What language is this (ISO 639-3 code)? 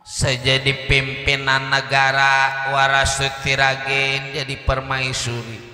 bew